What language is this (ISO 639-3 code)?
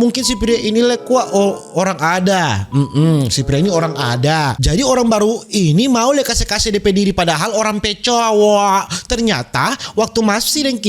xmm